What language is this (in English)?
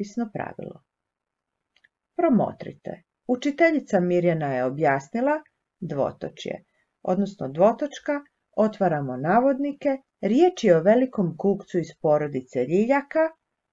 Croatian